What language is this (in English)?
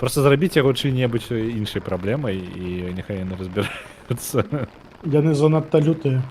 Belarusian